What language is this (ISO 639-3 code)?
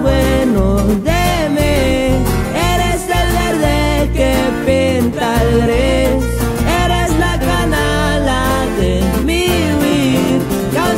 spa